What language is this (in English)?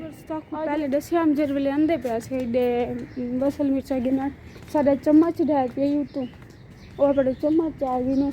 Saraiki